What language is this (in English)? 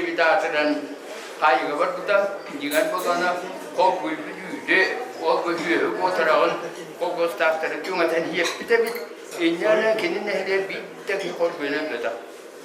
Yakut